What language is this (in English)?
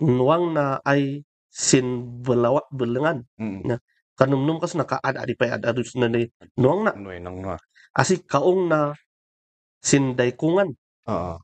Kankanaey